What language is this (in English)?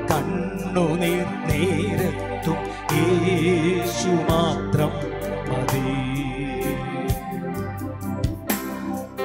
Malayalam